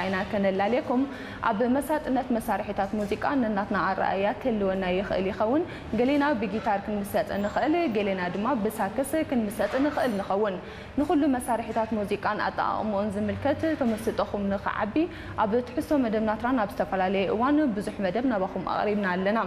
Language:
Tigrinya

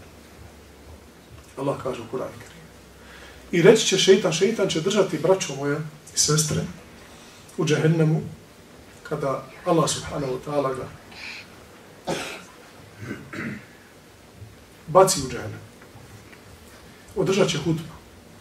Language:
Bosnian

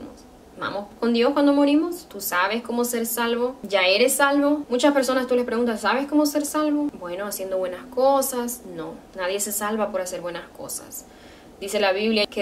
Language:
Spanish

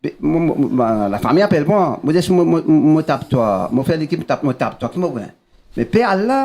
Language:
Morisyen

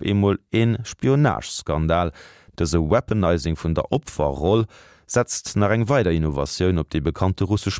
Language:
Luxembourgish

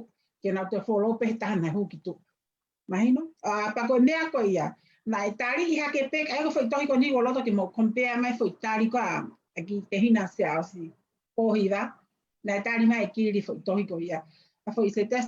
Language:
Tongan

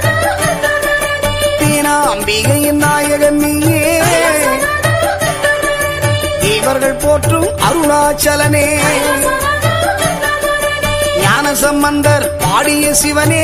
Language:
Tamil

